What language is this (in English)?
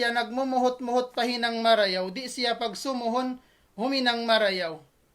Tausug